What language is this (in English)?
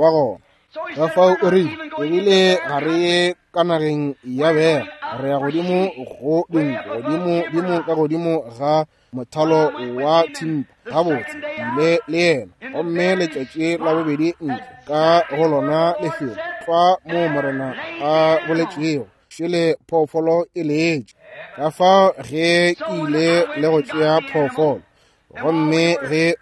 Northern Sotho